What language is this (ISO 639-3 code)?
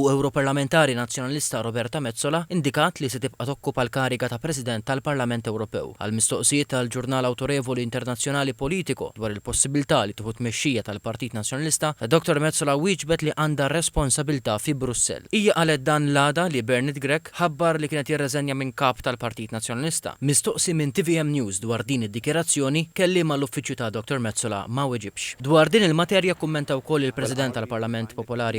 mlt